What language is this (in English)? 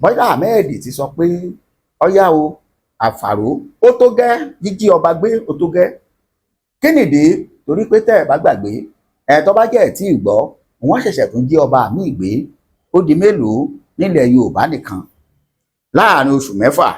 Yoruba